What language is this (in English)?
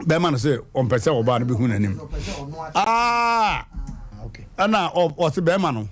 Akan